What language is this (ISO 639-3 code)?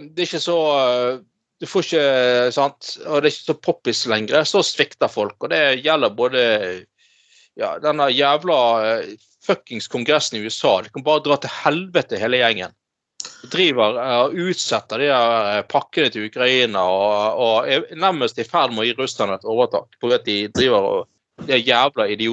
nor